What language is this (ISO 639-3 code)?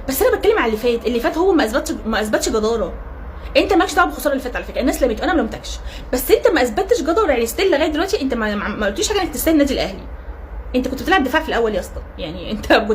arz